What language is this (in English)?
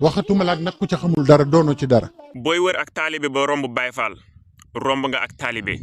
Wolof